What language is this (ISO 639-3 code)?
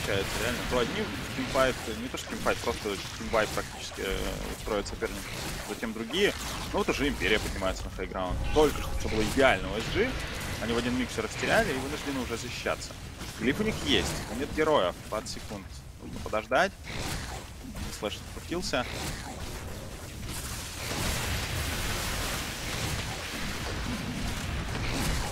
rus